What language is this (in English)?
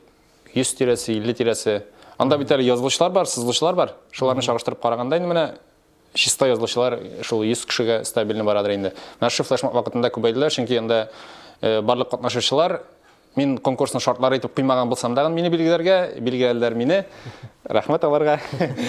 Tatar